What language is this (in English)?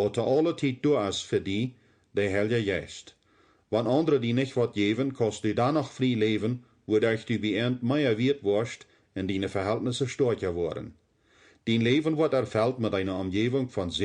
Plautdietsch